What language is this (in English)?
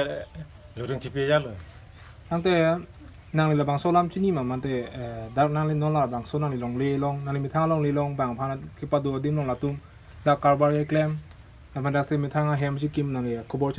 Karbi